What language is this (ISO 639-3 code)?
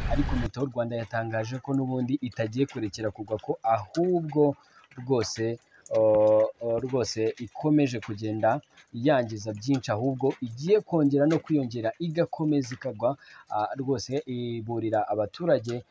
kin